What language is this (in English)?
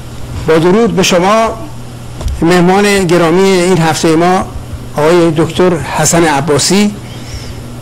Persian